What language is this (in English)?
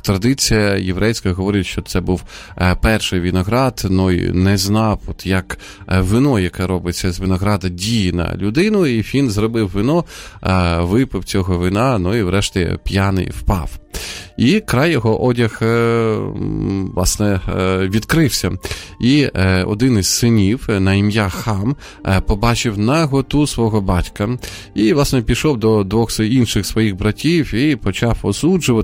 Ukrainian